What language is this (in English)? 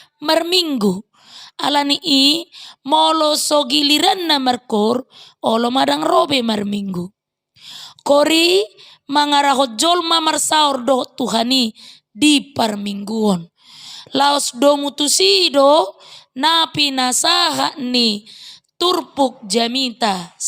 Batak Toba